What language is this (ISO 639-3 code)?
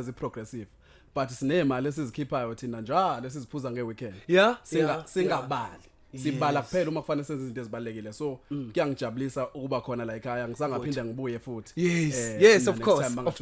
zul